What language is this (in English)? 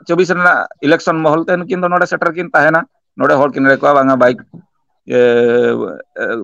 Santali